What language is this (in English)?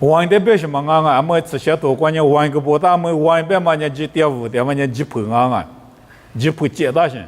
Lisu